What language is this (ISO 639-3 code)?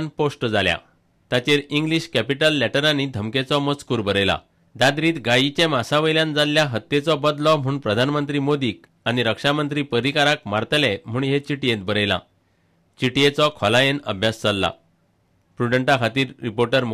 kok